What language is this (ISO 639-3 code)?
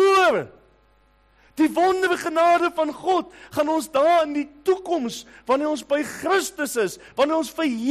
afr